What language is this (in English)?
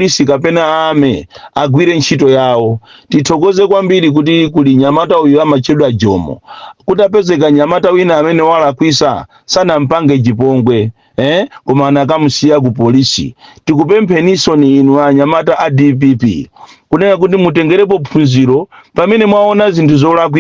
Nyanja